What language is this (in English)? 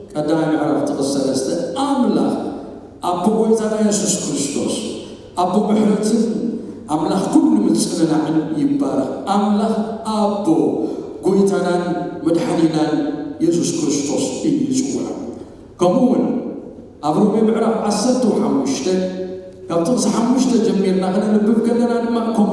Tigrinya